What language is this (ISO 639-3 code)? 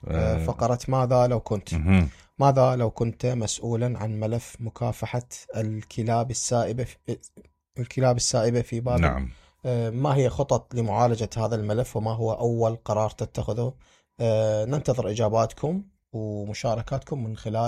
acm